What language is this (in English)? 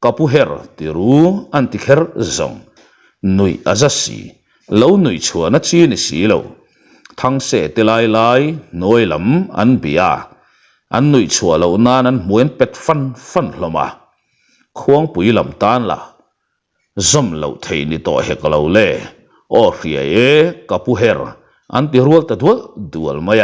Mizo